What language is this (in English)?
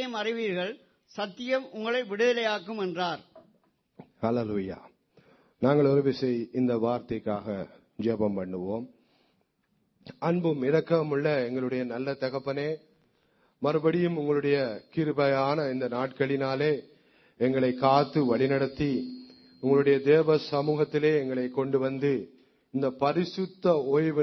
Tamil